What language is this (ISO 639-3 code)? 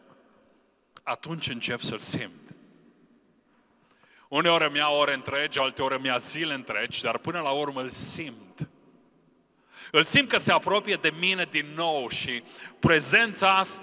ron